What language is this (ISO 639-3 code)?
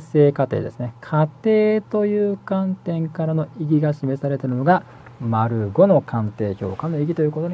jpn